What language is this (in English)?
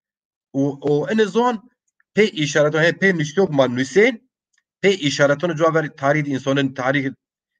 Zaza